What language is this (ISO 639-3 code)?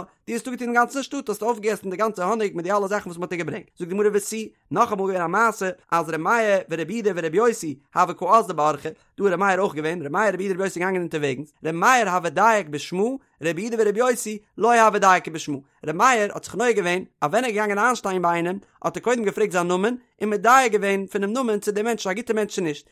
yid